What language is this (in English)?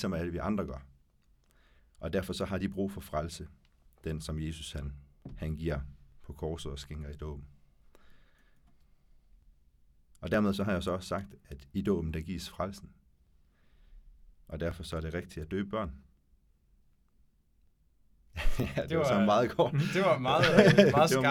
Danish